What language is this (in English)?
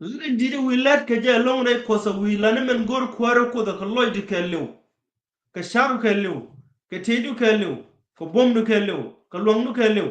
Nuer